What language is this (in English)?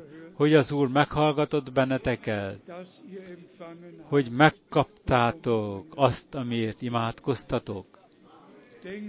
Hungarian